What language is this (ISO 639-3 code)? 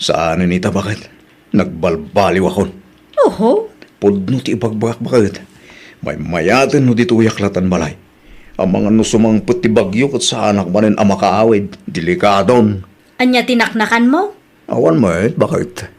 ilo